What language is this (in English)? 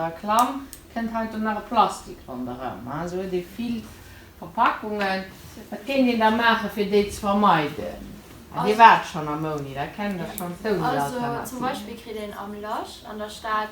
Luxembourgish